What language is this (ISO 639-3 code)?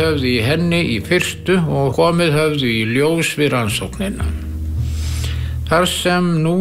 isl